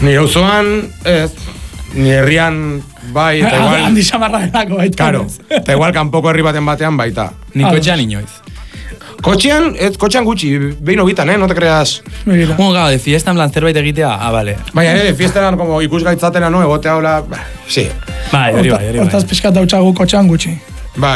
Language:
Basque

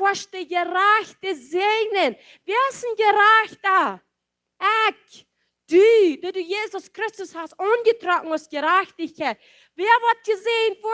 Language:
Plautdietsch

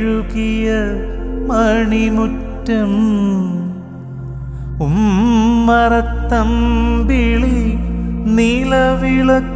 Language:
Malayalam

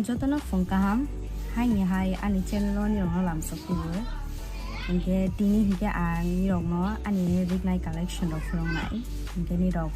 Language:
Kok Borok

